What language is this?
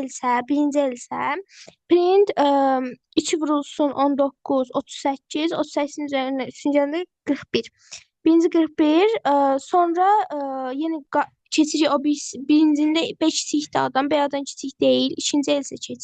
Azerbaijani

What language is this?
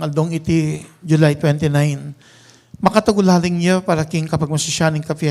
Pampanga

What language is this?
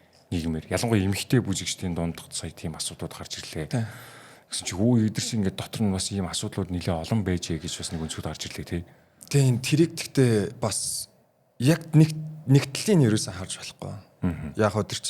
Mongolian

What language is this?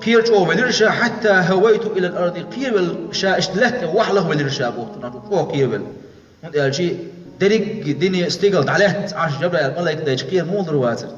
Chechen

